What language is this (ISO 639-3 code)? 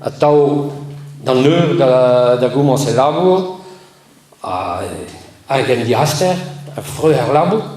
bre